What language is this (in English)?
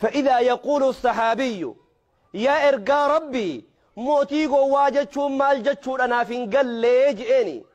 Oromo